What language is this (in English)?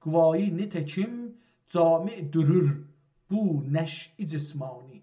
South Azerbaijani